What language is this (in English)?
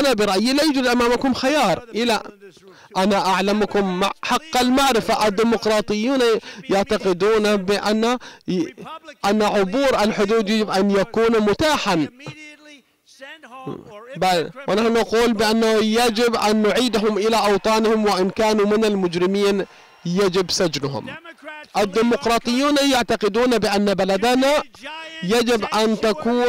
Arabic